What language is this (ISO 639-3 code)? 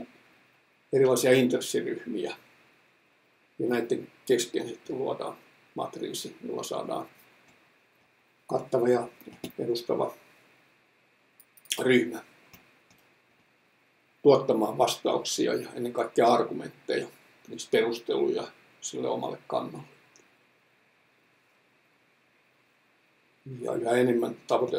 fin